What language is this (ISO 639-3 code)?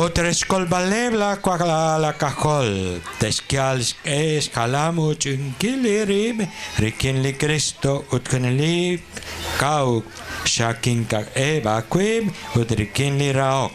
kek